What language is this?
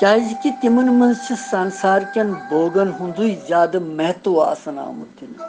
Kashmiri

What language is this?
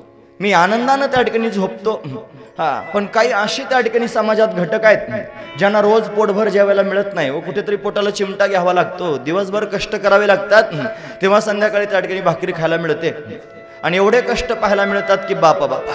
Marathi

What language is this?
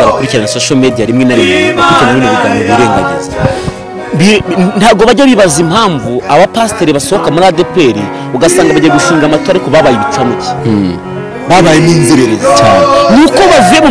Kinyarwanda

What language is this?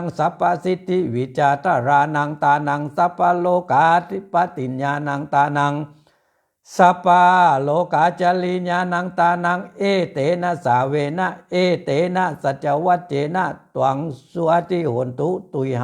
Pali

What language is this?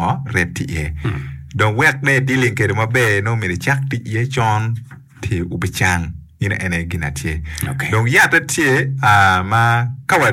Acoli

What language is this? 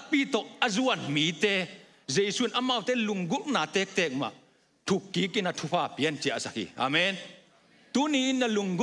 Tedim Chin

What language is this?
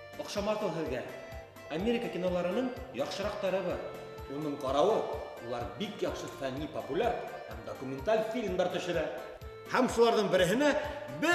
Bashkir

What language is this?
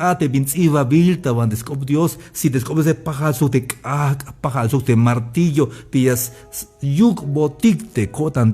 Tzeltal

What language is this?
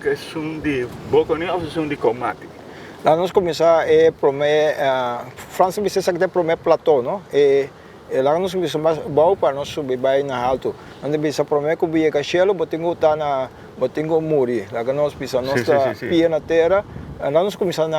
Papiamento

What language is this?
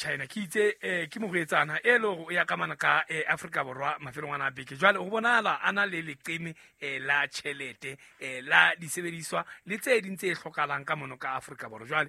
Southern Sotho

